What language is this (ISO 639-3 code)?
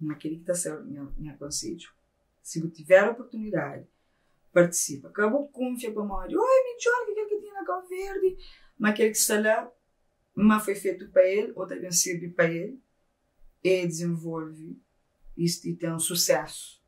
kea